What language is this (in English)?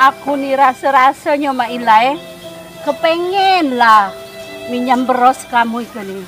Musi